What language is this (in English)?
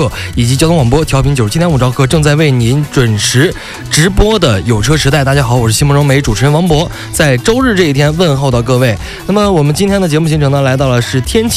Chinese